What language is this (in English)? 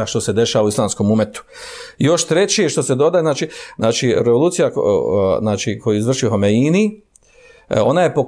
Bosnian